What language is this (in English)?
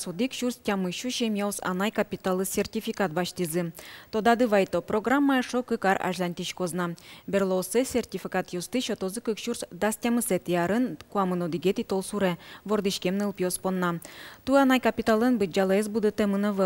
Udmurt